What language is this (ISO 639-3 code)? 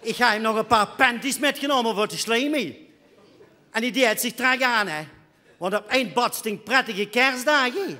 lim